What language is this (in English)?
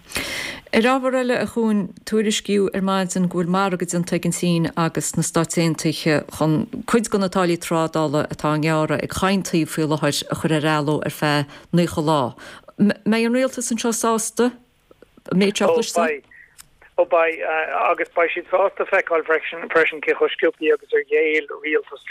Irish